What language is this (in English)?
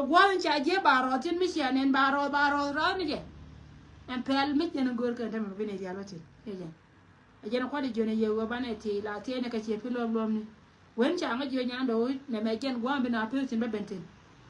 Nuer